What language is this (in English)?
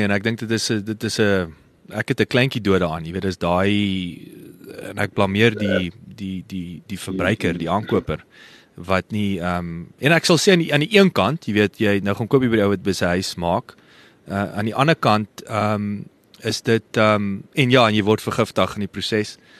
Afrikaans